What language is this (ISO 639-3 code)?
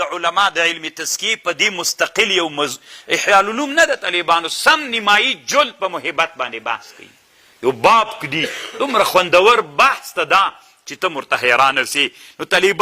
pus